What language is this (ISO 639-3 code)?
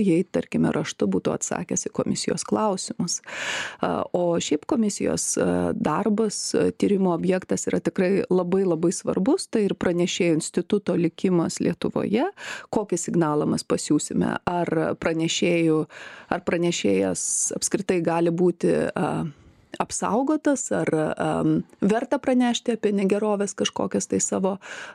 lit